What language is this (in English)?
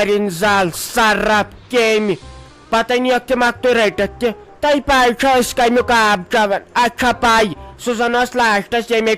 Kashmiri